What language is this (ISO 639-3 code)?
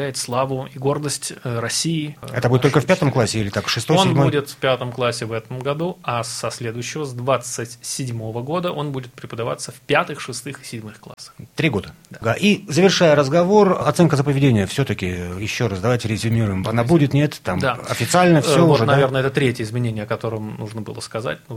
rus